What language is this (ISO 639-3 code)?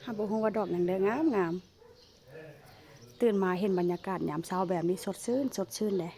tts